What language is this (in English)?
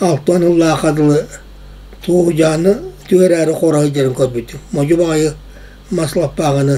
Yakut